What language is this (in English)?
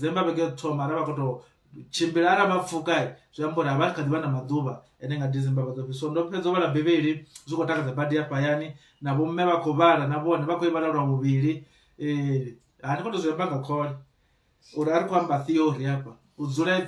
Venda